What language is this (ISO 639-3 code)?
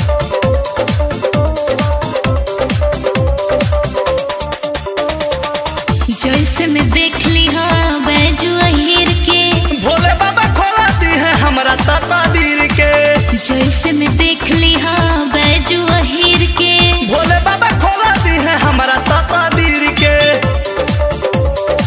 bho